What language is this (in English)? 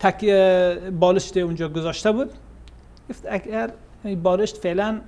Persian